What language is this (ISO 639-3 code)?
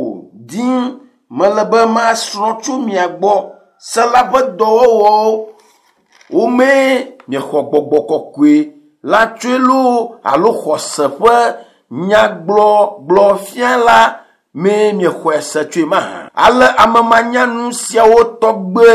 ewe